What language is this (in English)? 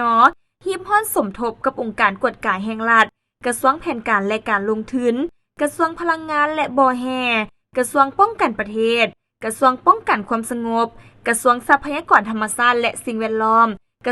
Lao